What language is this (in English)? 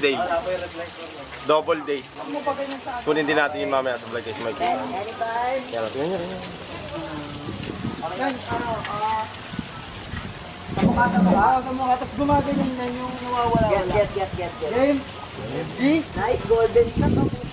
Filipino